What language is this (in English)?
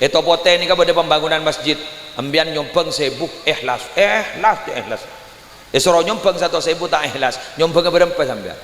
Madurese